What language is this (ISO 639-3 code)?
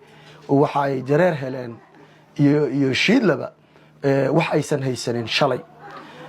som